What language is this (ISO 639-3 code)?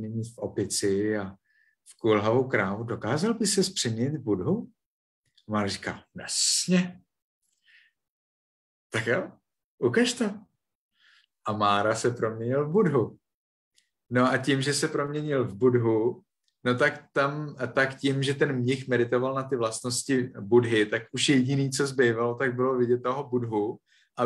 ces